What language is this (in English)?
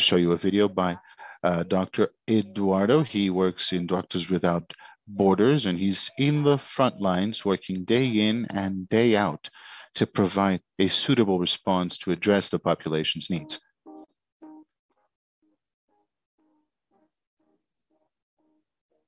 English